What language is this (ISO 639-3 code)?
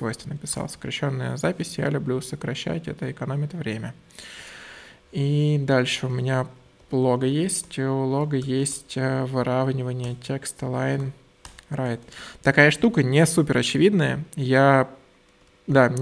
rus